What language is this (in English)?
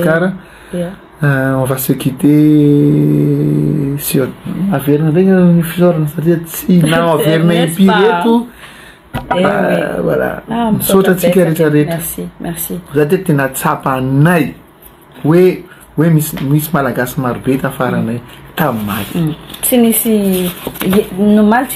Malagasy